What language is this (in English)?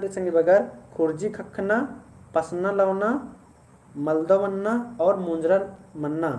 Kurukh